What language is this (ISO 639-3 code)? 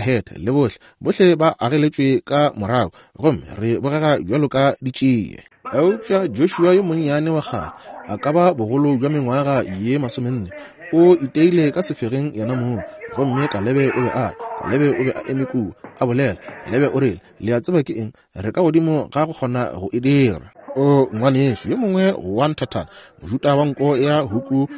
nso